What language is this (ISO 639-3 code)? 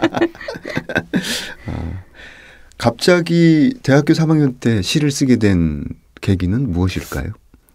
kor